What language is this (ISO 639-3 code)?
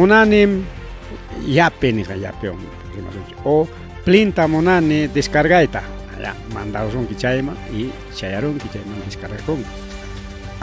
quy